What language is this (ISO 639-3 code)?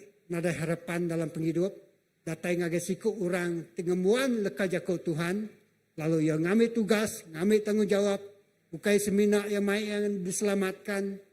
iba